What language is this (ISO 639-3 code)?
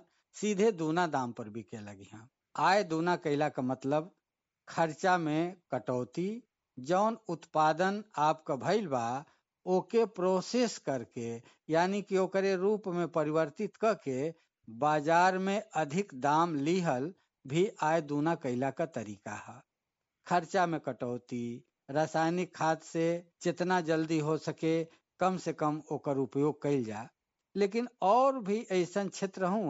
bho